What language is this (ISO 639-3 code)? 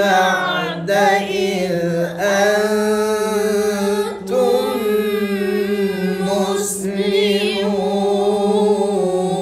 msa